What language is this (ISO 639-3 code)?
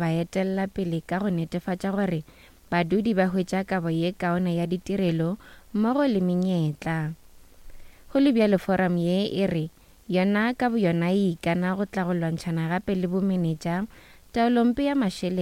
nso